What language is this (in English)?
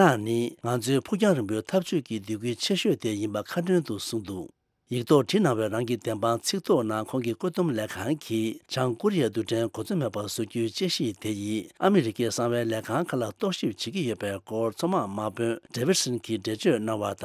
Tibetan